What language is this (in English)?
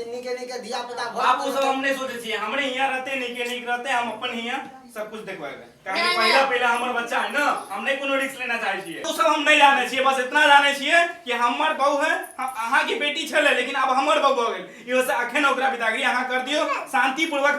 Maithili